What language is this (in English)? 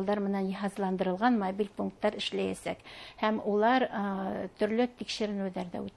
Bashkir